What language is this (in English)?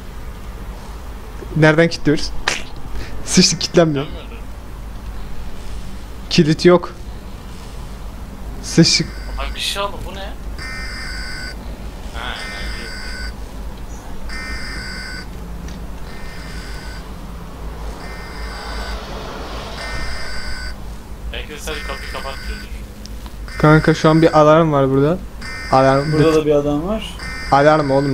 Turkish